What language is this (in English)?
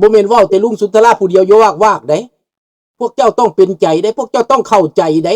Lao